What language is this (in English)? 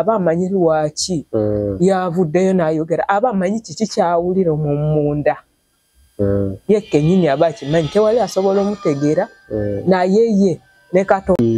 Ganda